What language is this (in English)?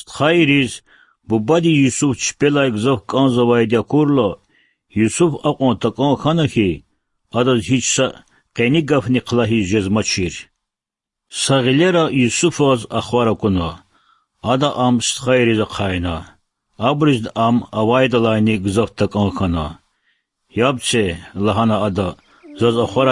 Lezghian